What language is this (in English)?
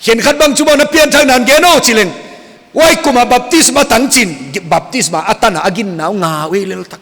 Paite Chin